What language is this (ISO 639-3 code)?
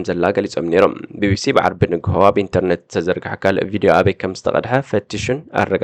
tir